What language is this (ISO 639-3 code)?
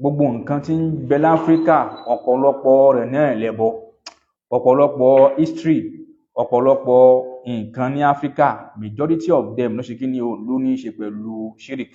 yor